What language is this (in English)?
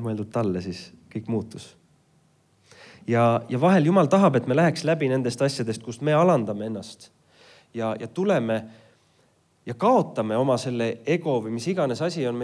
Estonian